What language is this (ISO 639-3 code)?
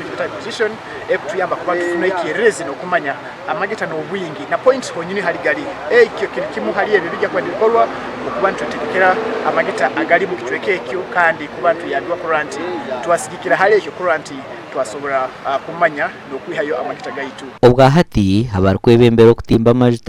nyn